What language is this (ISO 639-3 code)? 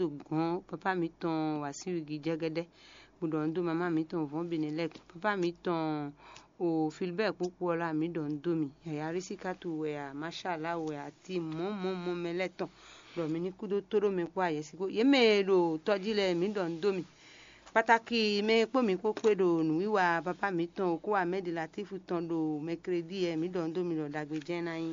fon